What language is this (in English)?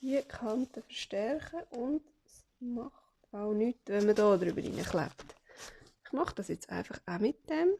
Swiss German